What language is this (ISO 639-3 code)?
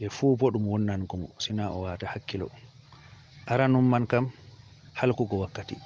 ful